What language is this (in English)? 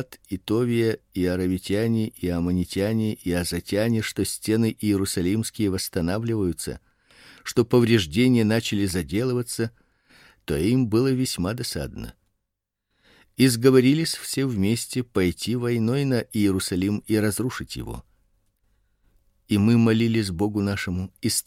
Russian